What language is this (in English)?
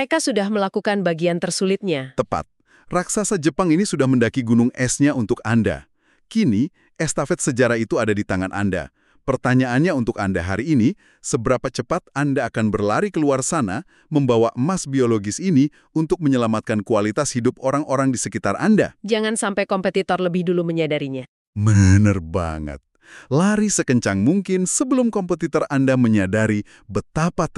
Indonesian